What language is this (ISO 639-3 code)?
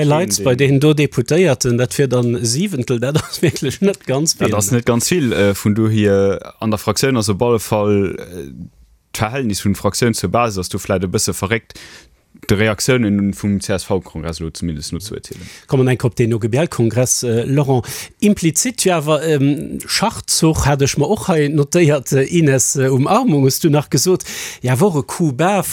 ltz